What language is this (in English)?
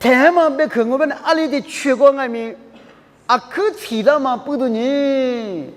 Lisu